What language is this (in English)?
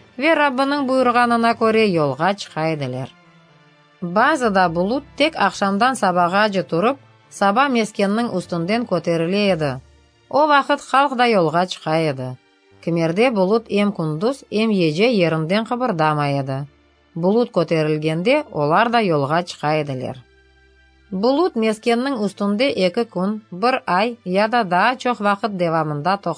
Crimean Tatar